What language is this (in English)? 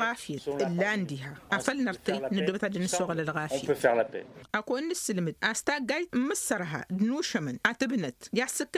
Tamasheq